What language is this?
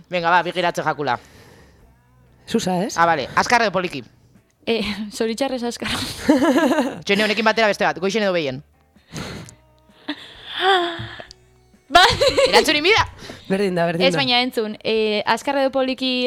Basque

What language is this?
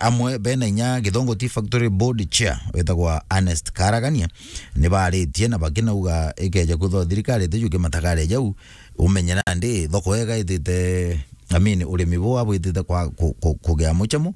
Meru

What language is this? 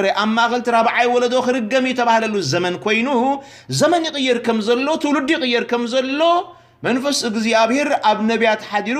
Tigrinya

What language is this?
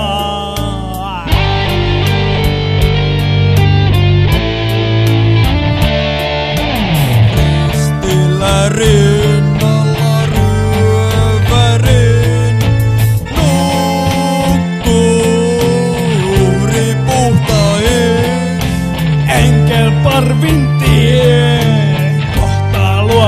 Finnish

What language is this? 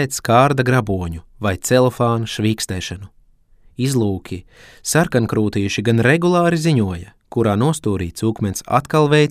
Latvian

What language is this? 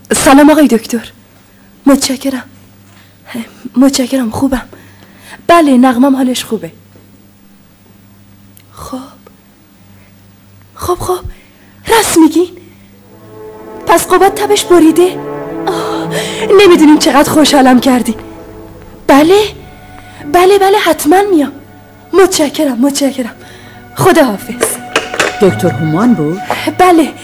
Persian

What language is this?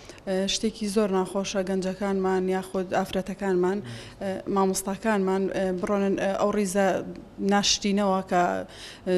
Central Kurdish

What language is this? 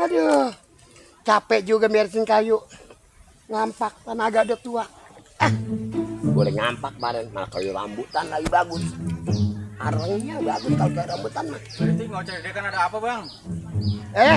Betawi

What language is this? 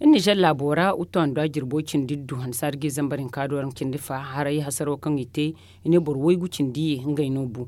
Zarma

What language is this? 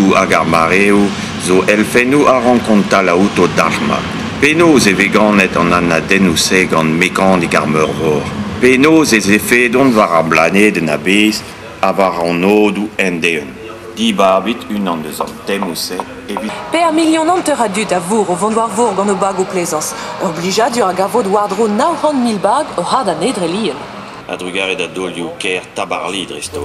Breton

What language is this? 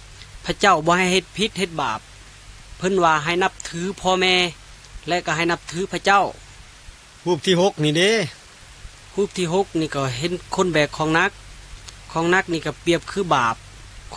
Lao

